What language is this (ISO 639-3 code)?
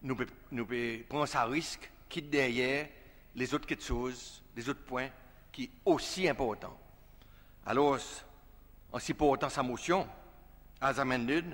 crs